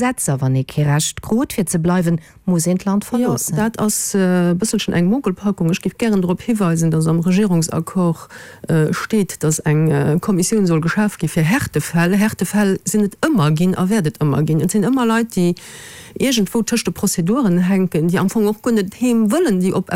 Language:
Luxembourgish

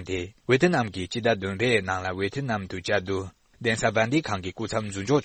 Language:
Tibetan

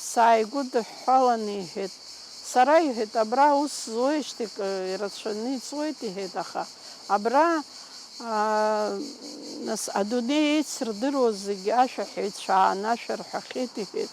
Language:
Abkhazian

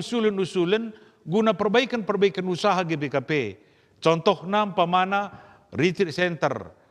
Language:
Batak Karo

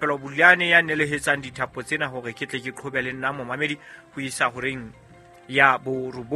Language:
Southern Sotho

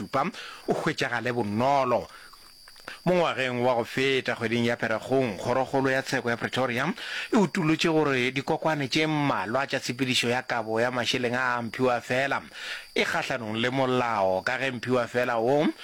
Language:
Northern Sotho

